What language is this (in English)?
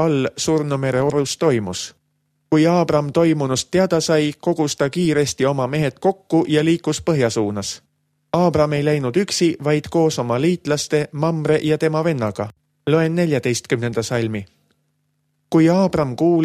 Estonian